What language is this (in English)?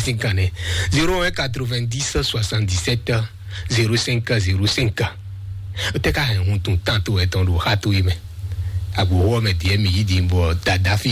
Fon